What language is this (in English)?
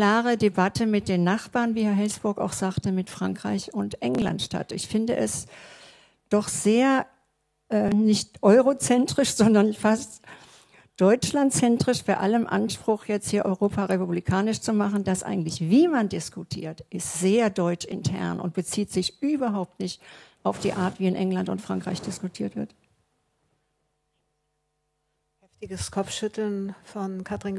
German